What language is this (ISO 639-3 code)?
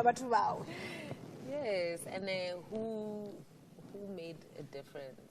ven